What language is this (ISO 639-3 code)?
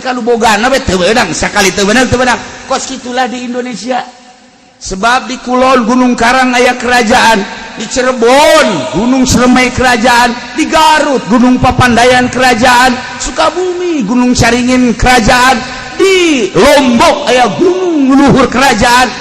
sun